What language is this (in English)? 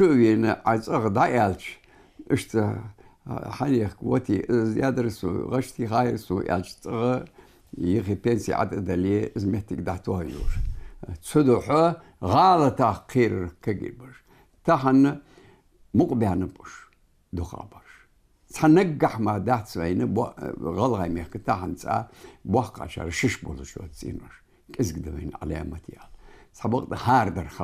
Ingush